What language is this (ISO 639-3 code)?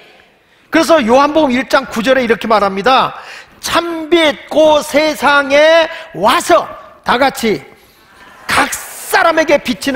kor